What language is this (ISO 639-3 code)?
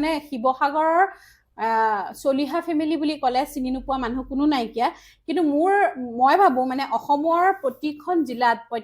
asm